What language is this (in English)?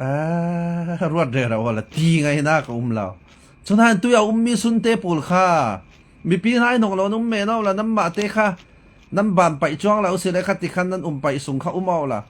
Falam Chin